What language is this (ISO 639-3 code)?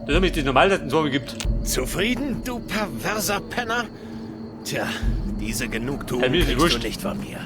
bar